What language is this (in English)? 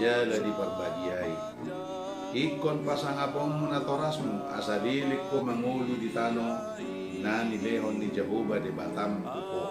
Batak Toba